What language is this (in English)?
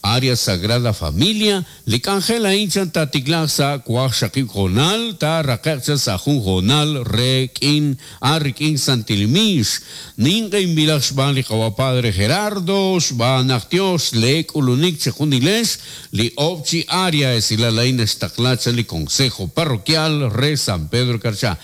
Kekchí